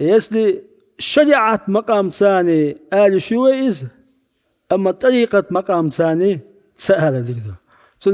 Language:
Chechen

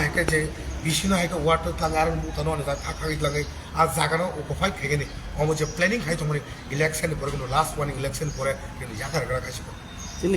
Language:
Kok Borok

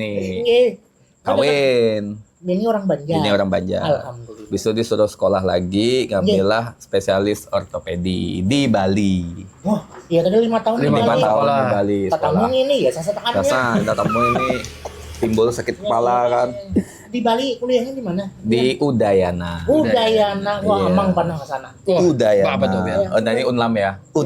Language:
Banjar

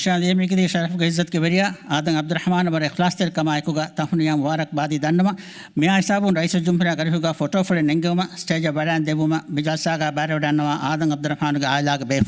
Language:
Divehi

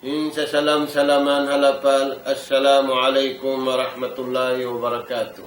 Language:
Tausug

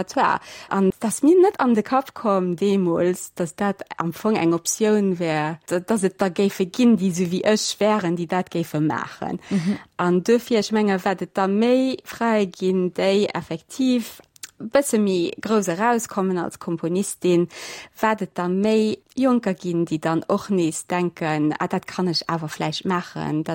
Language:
Luxembourgish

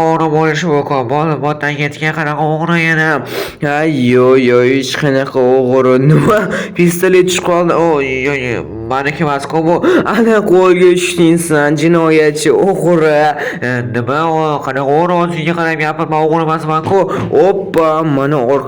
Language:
Uzbek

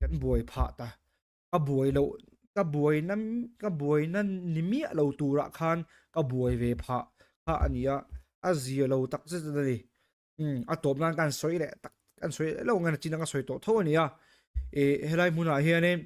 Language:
Mizo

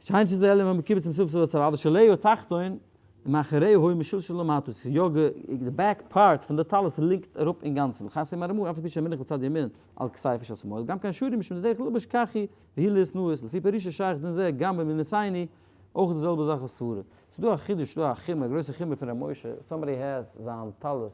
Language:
Yiddish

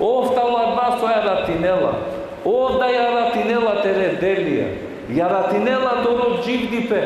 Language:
Balkan Romani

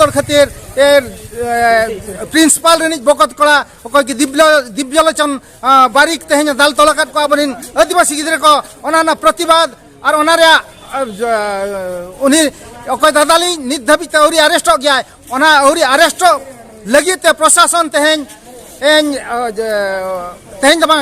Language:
Santali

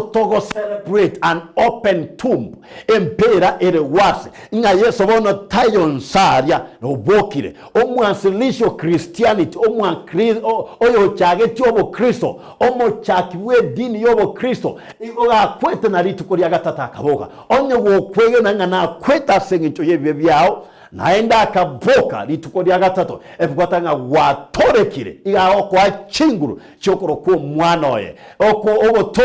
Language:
Gusii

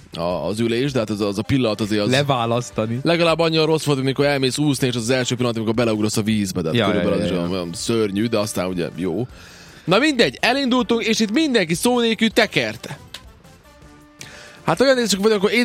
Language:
Hungarian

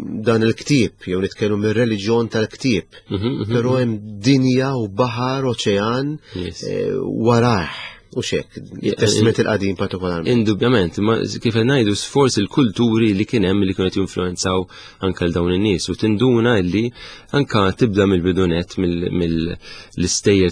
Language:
Maltese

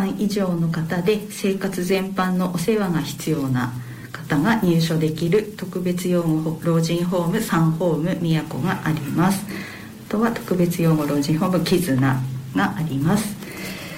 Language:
Japanese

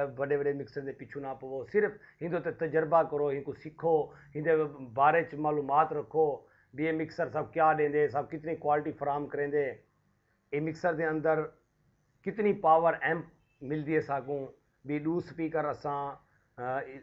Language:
Saraiki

